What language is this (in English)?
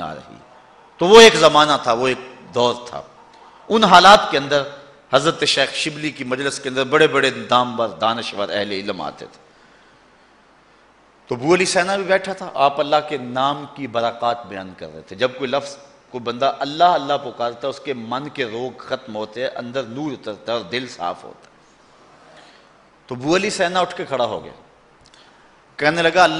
Urdu